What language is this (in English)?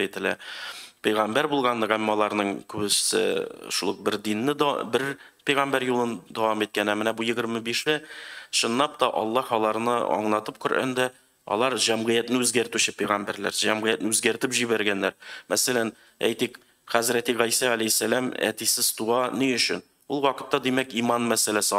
Tatar